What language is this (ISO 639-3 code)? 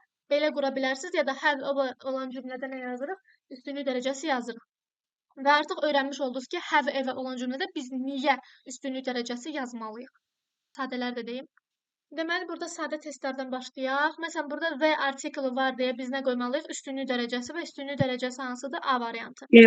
aze